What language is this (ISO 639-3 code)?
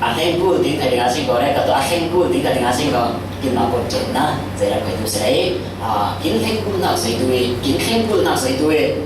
cfm